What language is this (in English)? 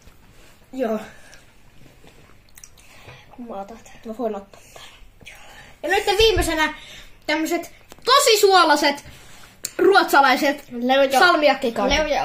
Finnish